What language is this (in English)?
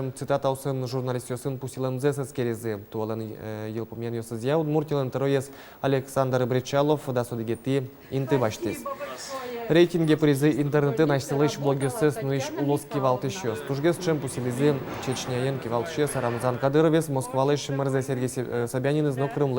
Udmurt